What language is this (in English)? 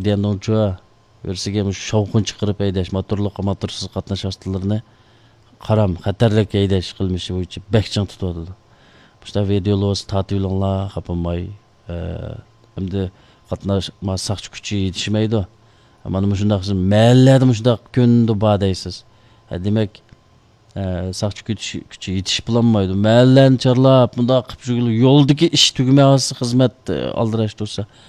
Uyghur